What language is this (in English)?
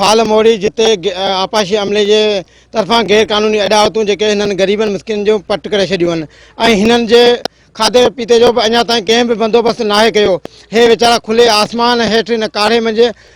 Sindhi